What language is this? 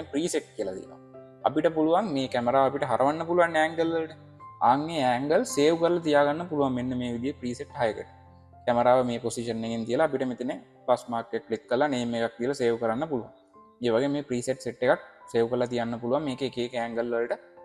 Sinhala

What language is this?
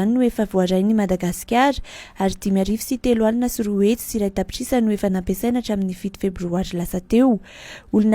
Malagasy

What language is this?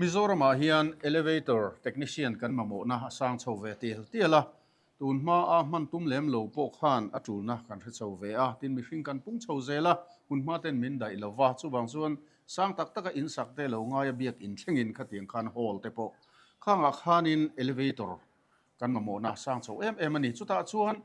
Mizo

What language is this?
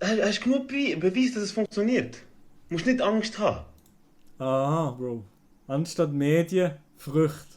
Swiss German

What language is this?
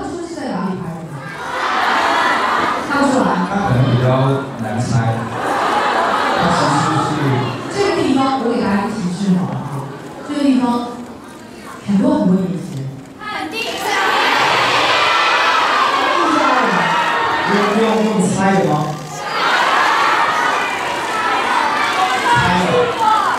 Chinese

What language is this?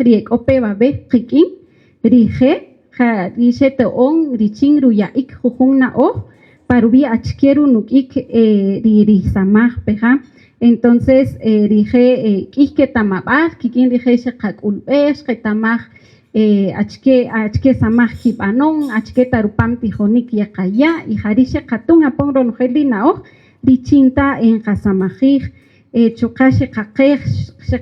Kaqchikel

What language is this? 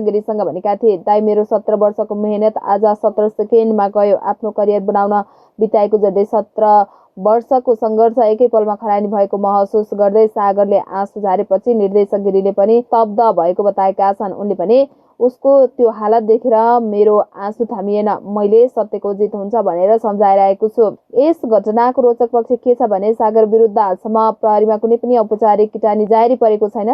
Nepali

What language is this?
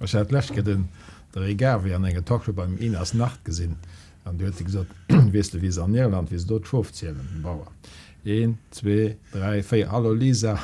Luxembourgish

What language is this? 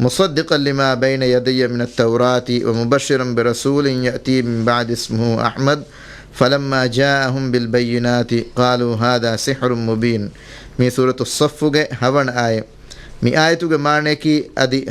Divehi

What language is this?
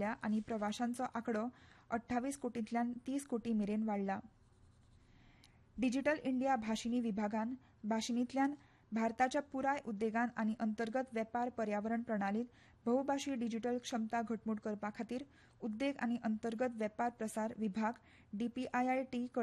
Konkani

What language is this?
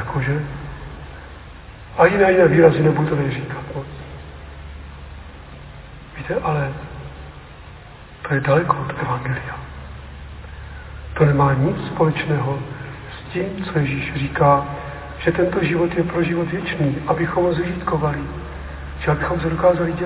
Czech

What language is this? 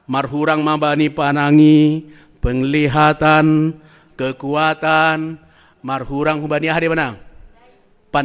Batak Simalungun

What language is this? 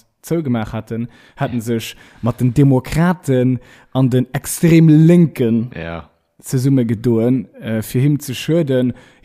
Luxembourgish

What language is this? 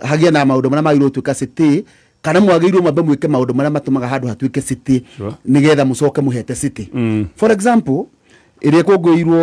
Kikuyu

